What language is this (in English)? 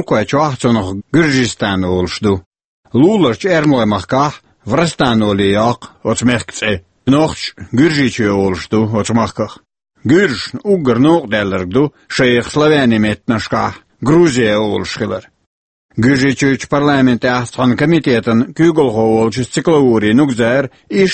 Chechen